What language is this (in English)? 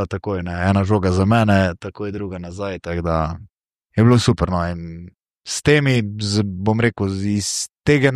Slovenian